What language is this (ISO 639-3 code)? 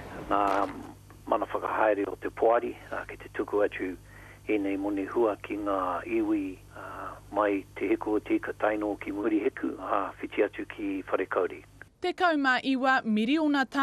mri